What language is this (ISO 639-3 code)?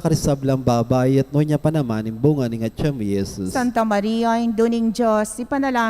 pam